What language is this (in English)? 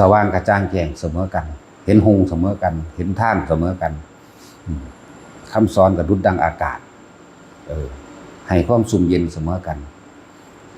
Northeastern Thai